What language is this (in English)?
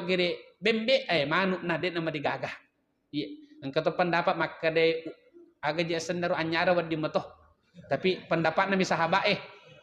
Buginese